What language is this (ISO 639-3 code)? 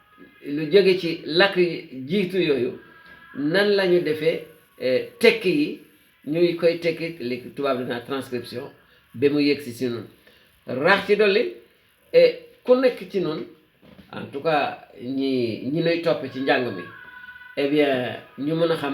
wol